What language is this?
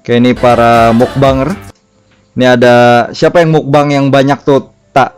Banjar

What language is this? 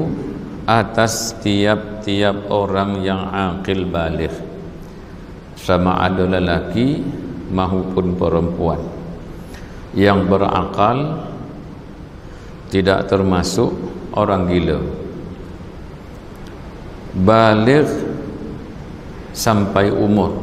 Malay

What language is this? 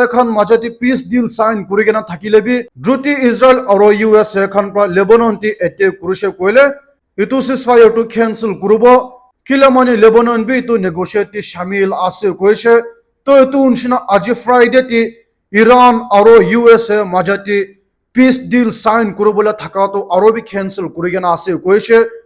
Naga Pidgin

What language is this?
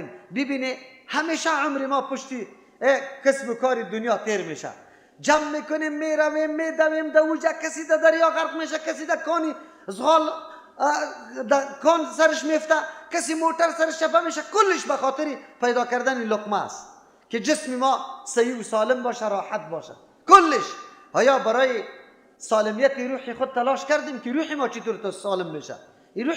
Persian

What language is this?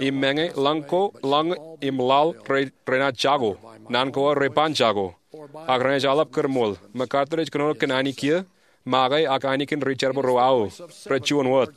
Marshallese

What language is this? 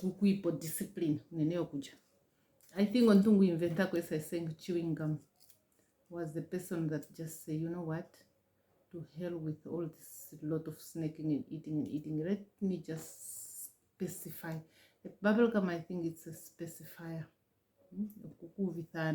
Ndonga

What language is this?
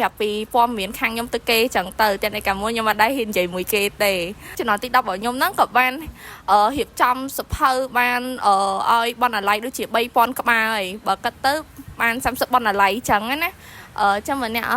Khmer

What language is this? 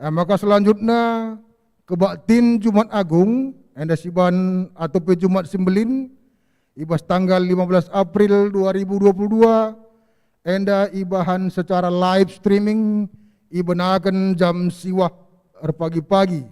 Batak Karo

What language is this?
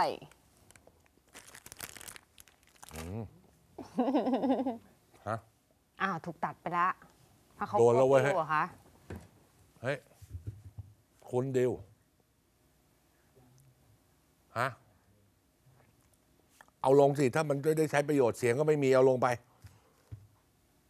Thai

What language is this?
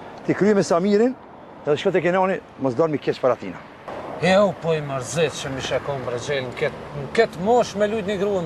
Albanian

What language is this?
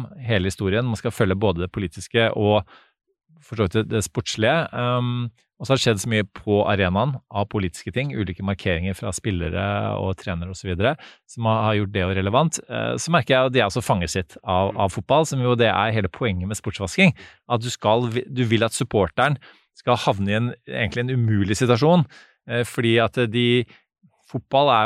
Norwegian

